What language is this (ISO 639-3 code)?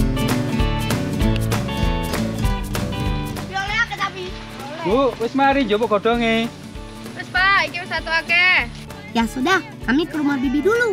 ind